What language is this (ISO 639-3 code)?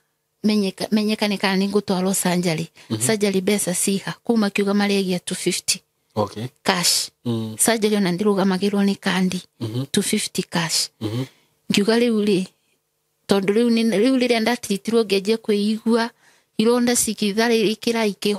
kik